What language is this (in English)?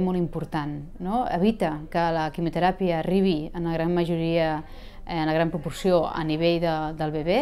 Catalan